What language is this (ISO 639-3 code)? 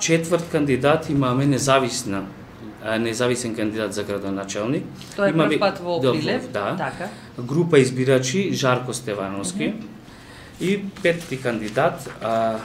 mkd